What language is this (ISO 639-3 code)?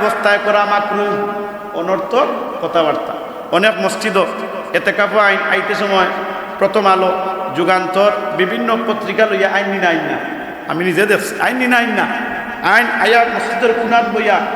syl